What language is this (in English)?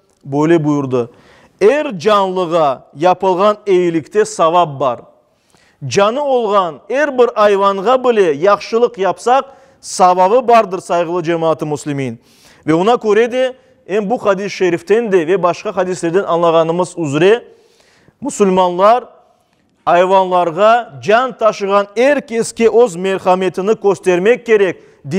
Crimean Tatar